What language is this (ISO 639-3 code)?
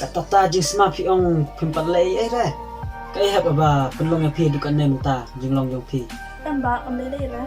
kha